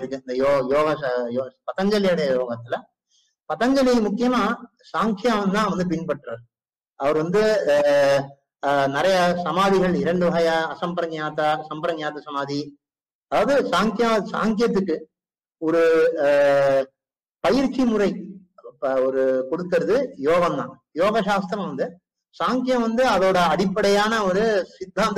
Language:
Tamil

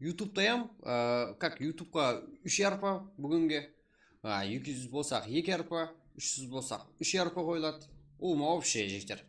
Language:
Kara-Kalpak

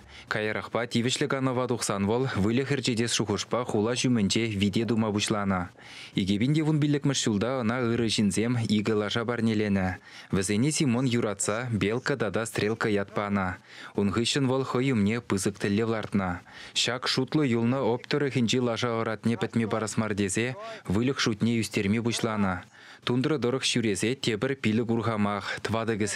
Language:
Chuvash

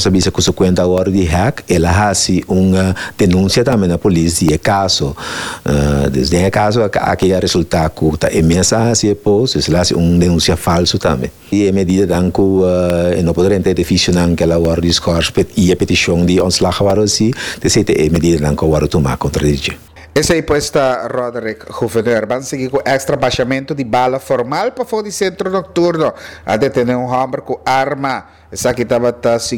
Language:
Papiamento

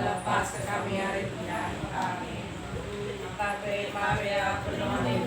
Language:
Iban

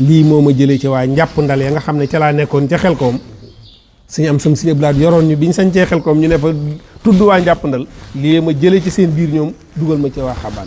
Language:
Wolof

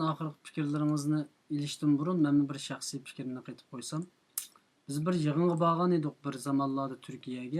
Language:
Uyghur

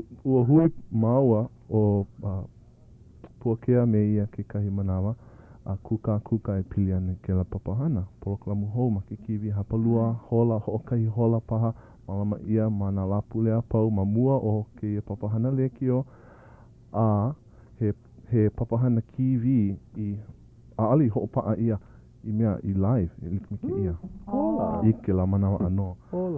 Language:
Hawaiian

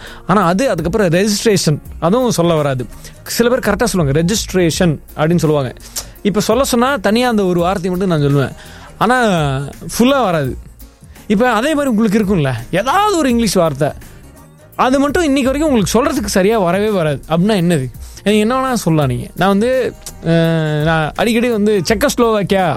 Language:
Tamil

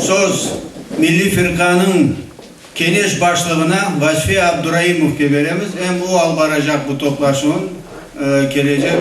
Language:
Crimean Tatar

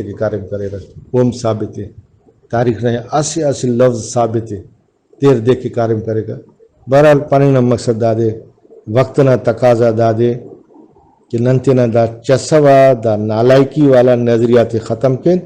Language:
Brahui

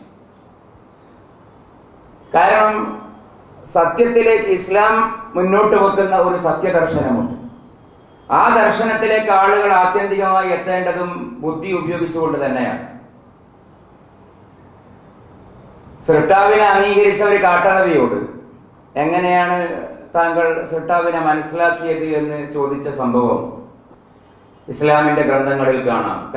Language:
Malayalam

